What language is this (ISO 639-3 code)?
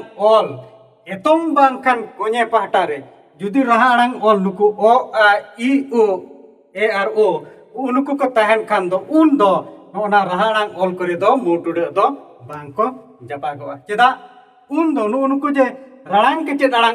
sat